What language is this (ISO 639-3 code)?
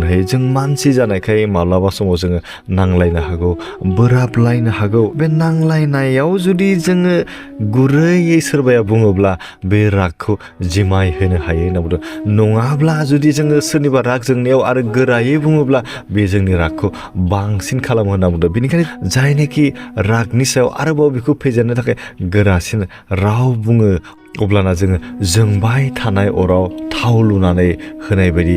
brx